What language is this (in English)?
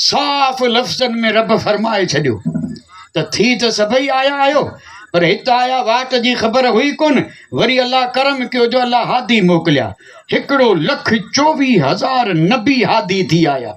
Sindhi